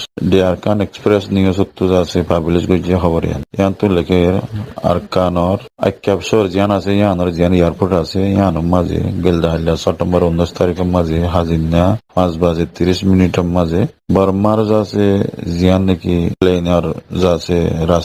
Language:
Rohingya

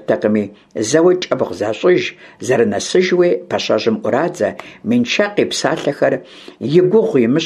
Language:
Kabardian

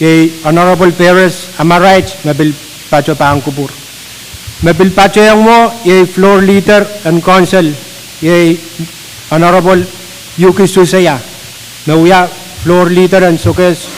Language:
Pohnpeian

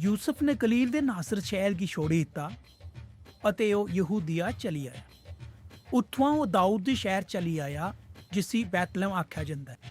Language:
Dogri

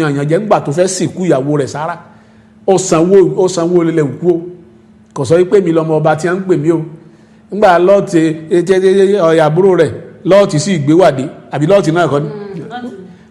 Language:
Yoruba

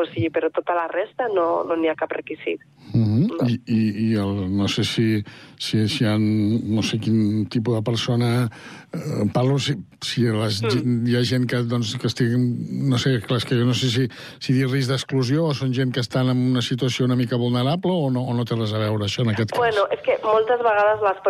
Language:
Catalan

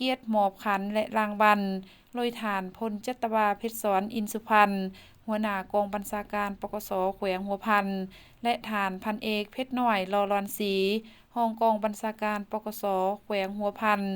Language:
Lao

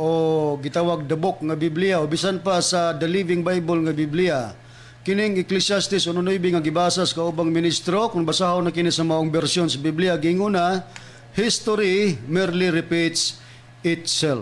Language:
Cebuano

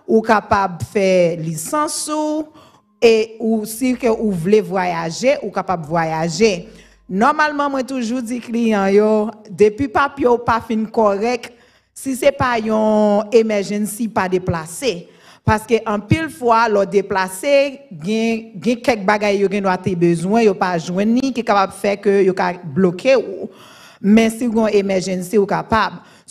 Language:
French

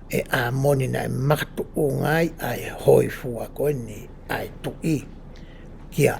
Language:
Tongan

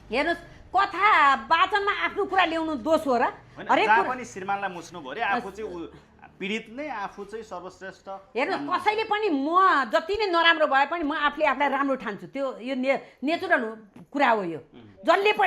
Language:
Nepali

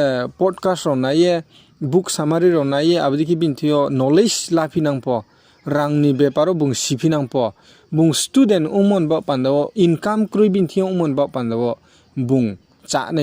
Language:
Riang (India)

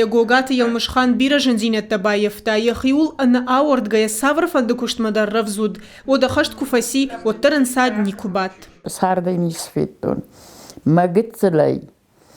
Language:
Ossetic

